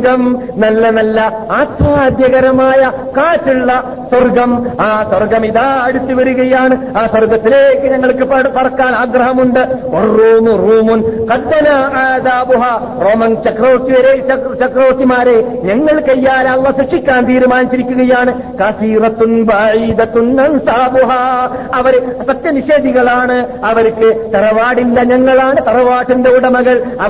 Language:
Malayalam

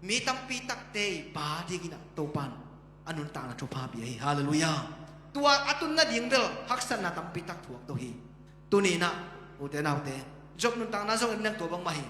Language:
Tedim Chin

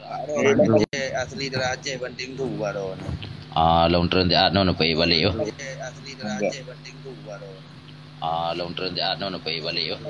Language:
Achinese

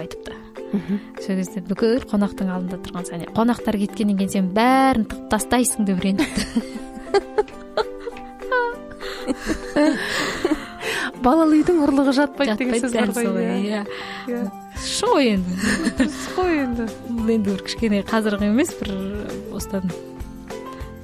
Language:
Kazakh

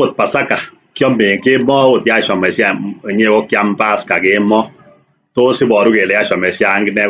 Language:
Kalenjin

